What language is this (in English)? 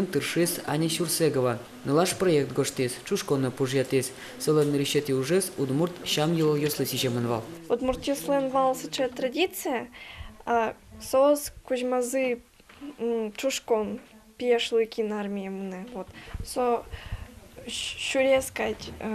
Udmurt